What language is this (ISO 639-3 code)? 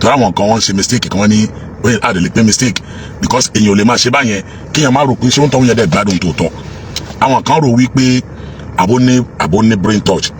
yor